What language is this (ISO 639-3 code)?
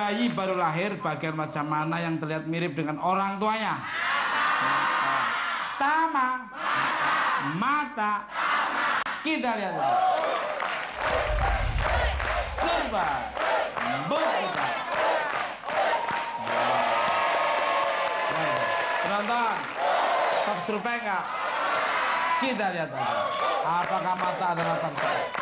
ind